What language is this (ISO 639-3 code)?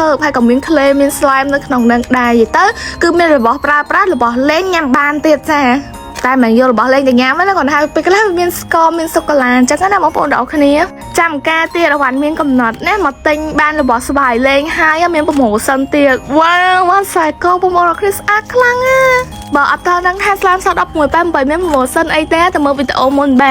khm